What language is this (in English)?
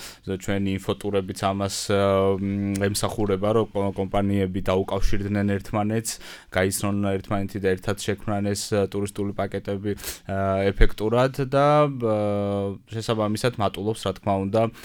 Georgian